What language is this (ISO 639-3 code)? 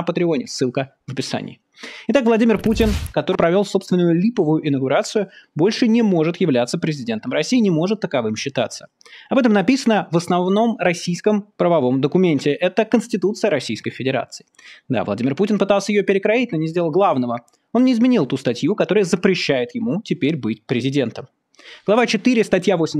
rus